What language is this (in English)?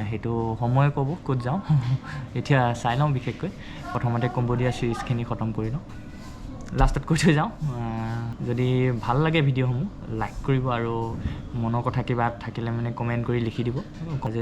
Assamese